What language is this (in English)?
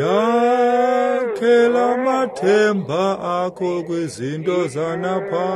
Xhosa